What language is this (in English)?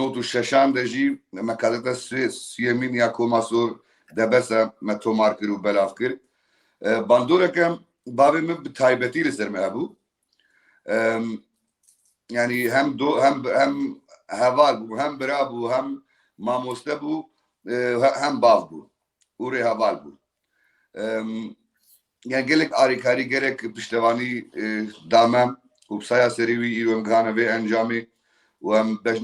Kurdish